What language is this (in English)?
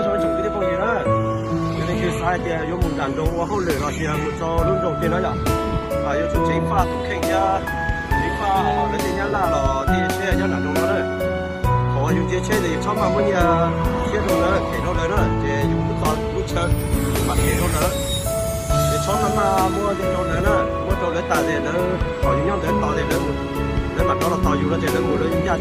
Hmong